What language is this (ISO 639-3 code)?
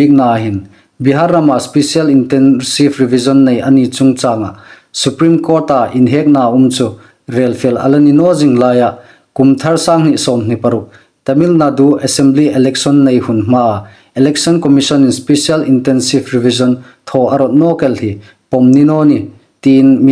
hmr